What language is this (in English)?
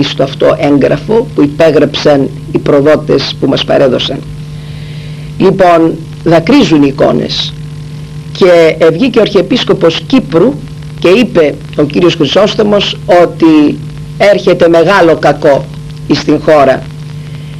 Greek